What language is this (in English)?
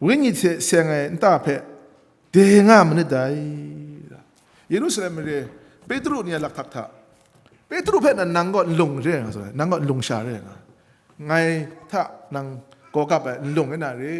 Kachin